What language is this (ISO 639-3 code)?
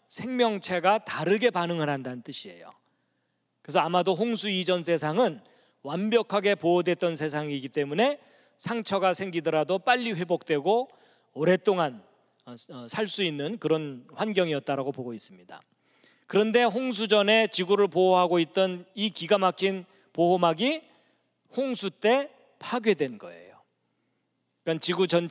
kor